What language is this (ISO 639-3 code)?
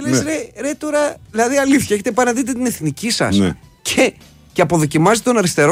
ell